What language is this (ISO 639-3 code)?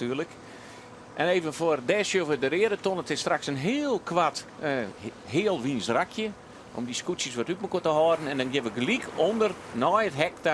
fry